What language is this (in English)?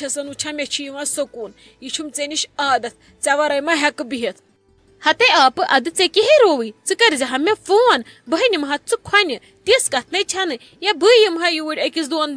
Kashmiri